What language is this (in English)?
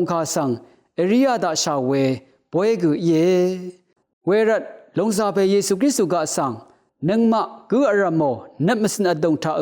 Rawang